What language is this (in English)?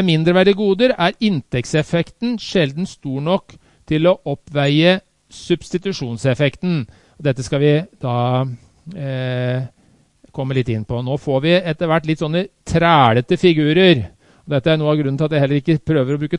Norwegian